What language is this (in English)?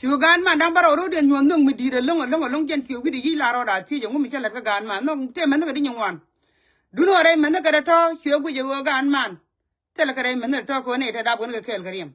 Nuer